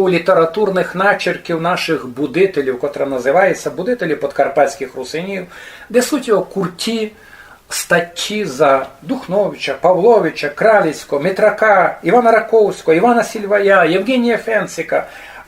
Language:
Rusyn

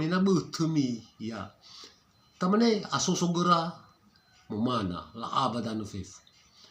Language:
Nias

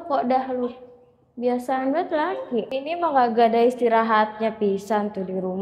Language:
Betawi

